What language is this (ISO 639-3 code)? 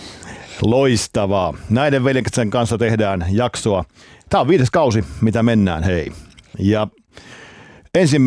fin